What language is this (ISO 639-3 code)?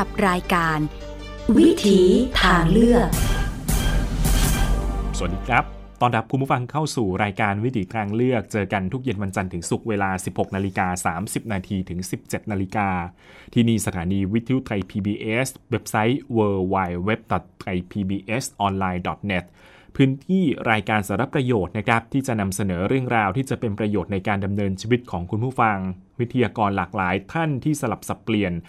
tha